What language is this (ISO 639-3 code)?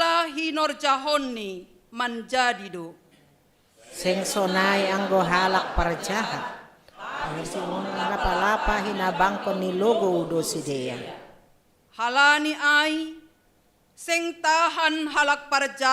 bts